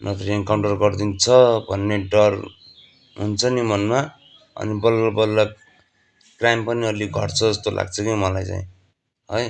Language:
Nepali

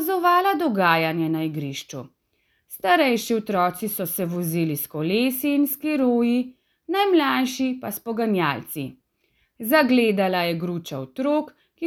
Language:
Slovenian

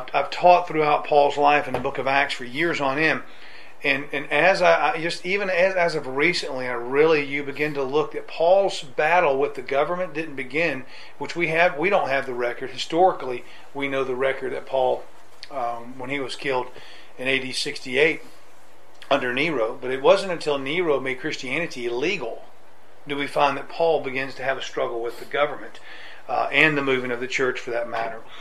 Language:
English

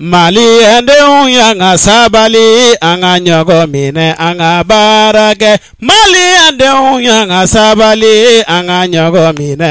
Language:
Bambara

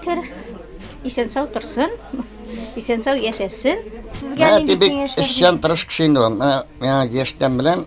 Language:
Tatar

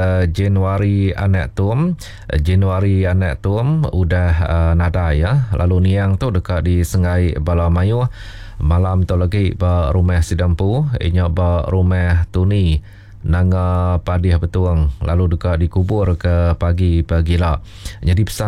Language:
Iban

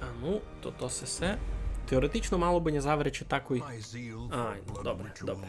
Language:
Rusyn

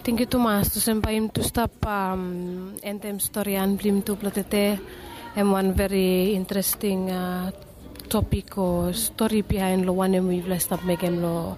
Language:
Bislama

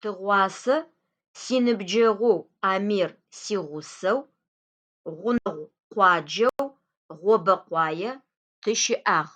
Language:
Adyghe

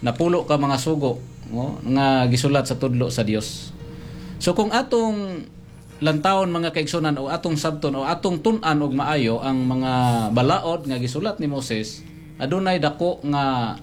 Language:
Cebuano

